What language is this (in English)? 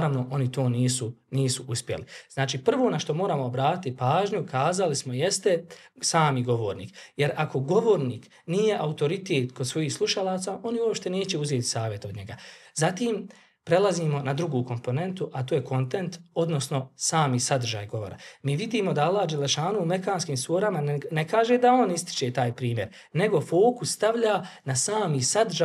Bosnian